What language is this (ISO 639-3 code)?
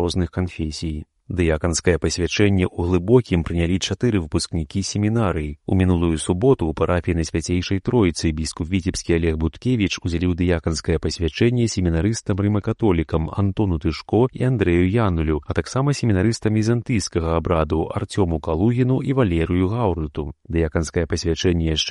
bel